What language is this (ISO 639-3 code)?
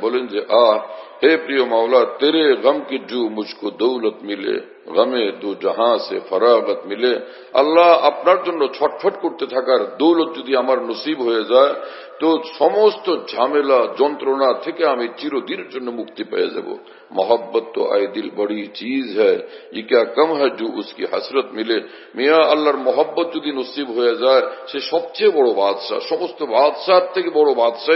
ben